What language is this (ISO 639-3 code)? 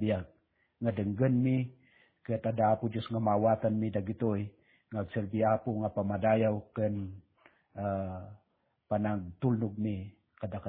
ilo